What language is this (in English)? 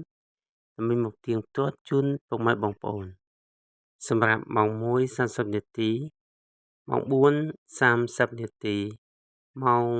Khmer